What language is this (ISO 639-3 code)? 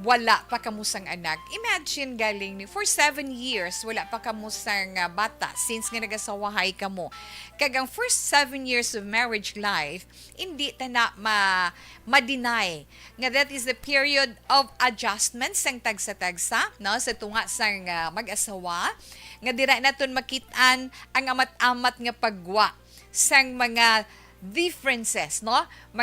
hil